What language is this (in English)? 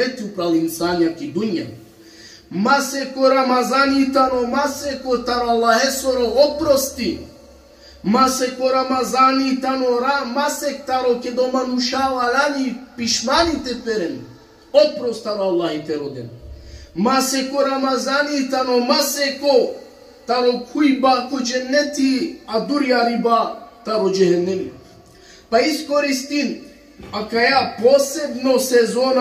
Balkan Romani